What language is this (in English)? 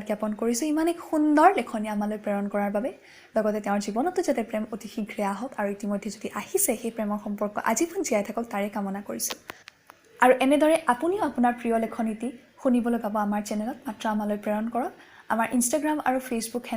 Assamese